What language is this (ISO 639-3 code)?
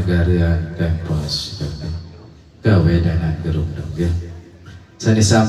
sas